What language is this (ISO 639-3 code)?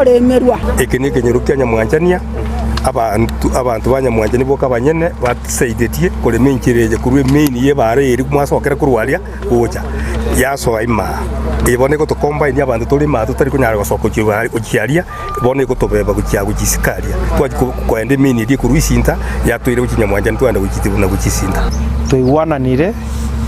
guz